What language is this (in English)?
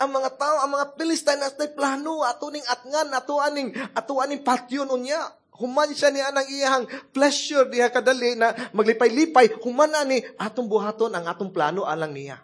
Cebuano